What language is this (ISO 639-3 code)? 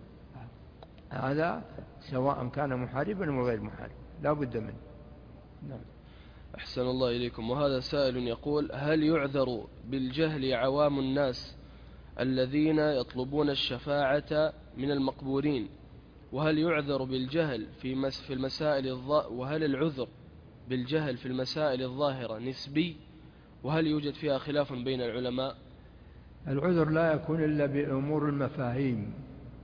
ara